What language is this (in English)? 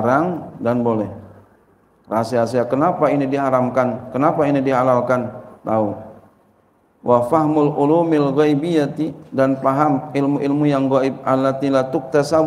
Indonesian